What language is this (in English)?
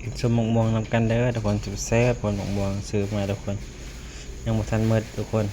Northeastern Thai